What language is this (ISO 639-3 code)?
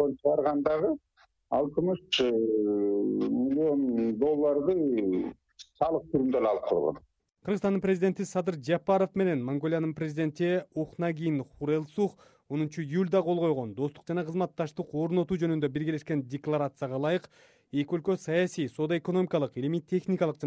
kir